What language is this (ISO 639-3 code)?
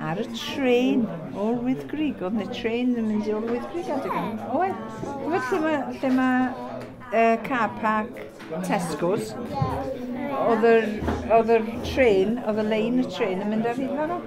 cym